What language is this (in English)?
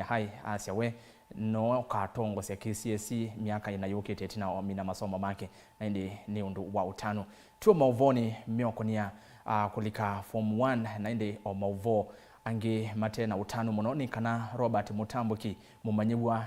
Kamba